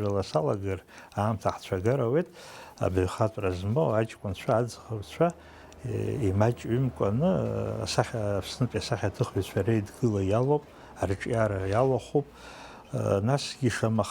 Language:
Abkhazian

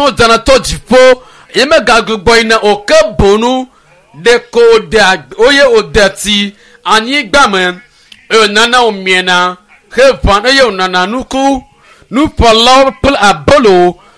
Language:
Ewe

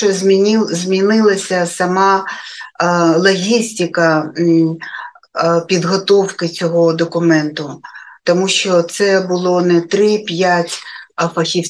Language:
Ukrainian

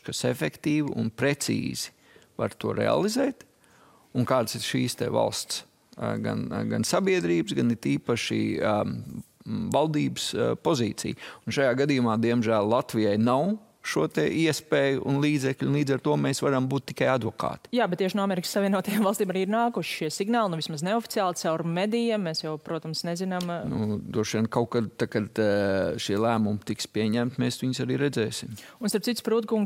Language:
Latvian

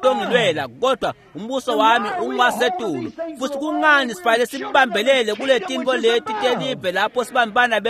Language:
Swati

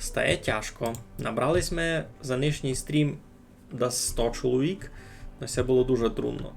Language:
Rusyn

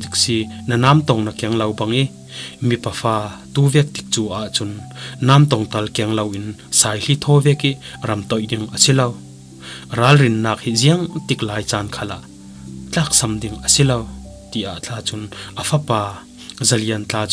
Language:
Falam Chin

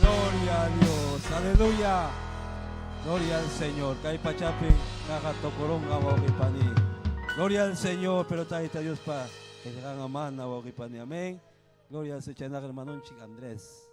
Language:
Ayacucho Quechua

